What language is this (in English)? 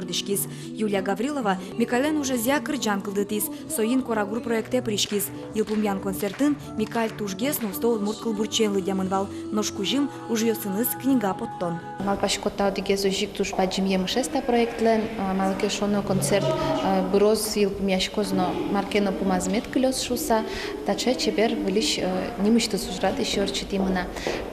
Udmurt